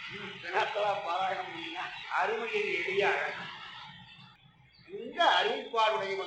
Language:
Tamil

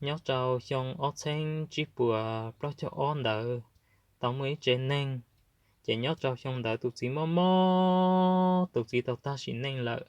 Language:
Hmong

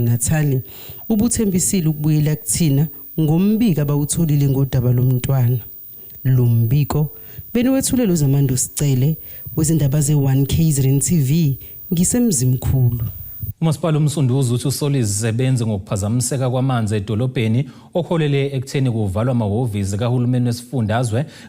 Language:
Zulu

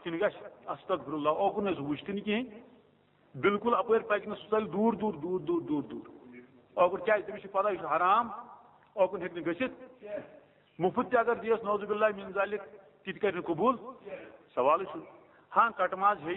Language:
Kashmiri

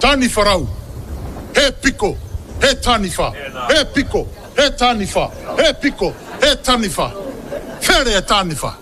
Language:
Māori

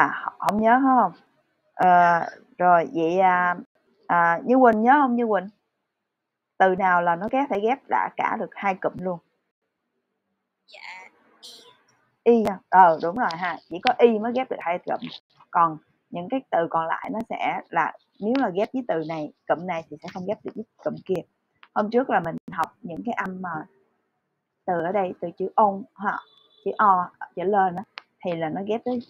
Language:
Vietnamese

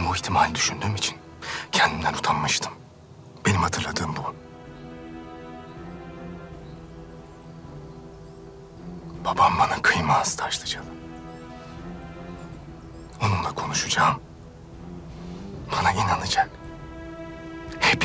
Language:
Turkish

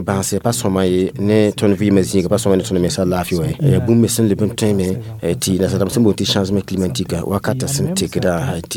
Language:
Mossi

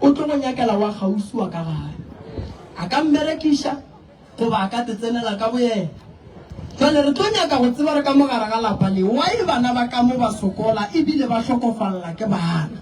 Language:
Northern Sotho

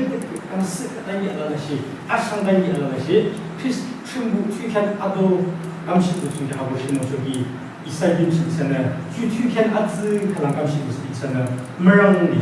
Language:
Yimchungru Naga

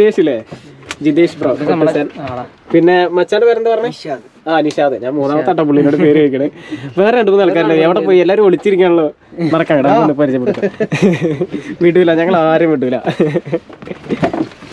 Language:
Malayalam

